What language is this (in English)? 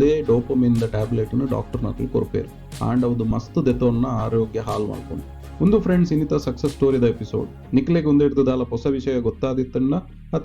Tulu